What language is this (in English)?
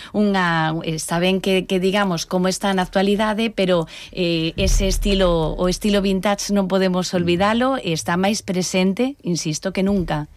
Galician